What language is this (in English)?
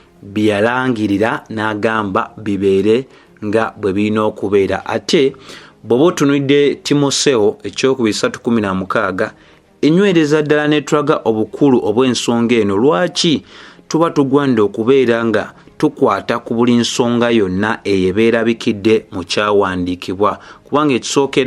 Ganda